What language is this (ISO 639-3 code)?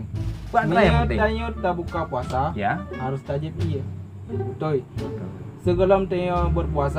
ace